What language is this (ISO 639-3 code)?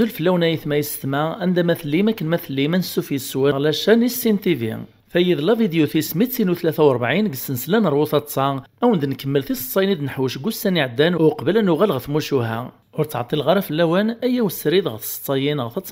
kab